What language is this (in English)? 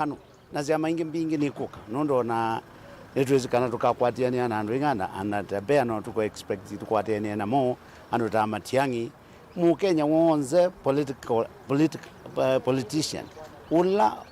Kamba